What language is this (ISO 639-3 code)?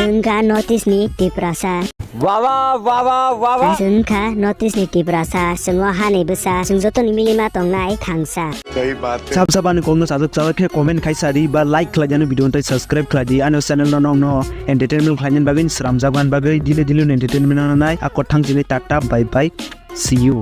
trp